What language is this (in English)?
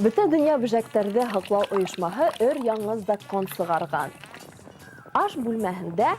Bashkir